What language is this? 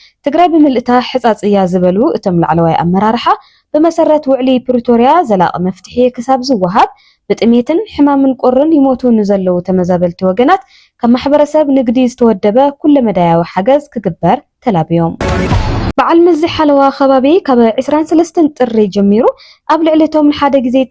Tigrinya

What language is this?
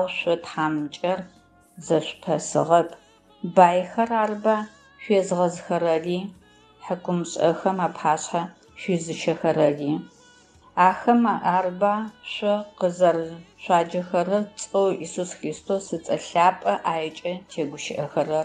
Adyghe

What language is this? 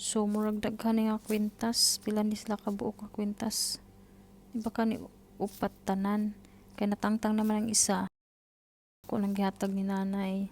Cebuano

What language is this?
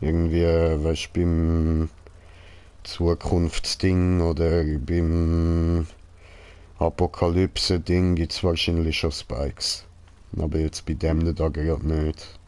Swiss German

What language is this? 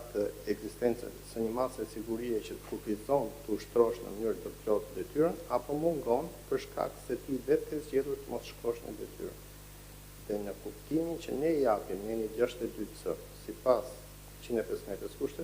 Albanian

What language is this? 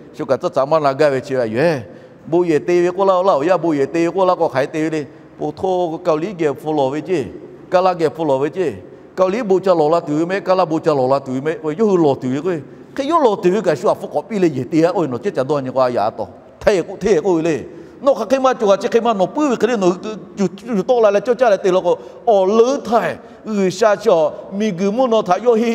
Lahu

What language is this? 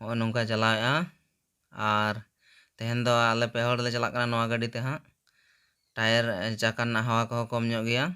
Santali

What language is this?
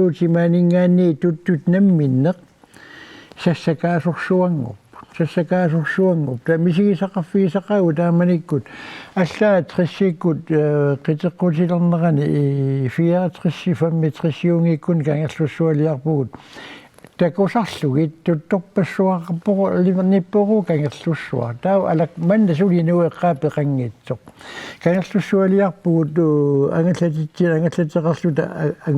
Kalaallisut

